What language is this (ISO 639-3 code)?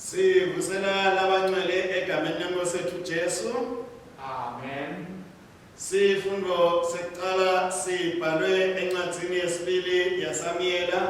ssw